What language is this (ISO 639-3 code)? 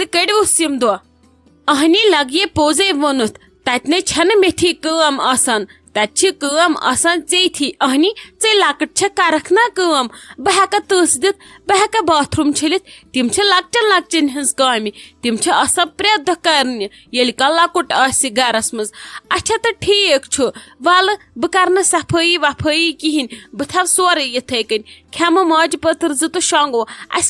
kas